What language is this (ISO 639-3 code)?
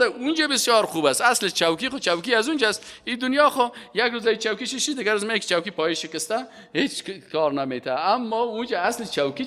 fas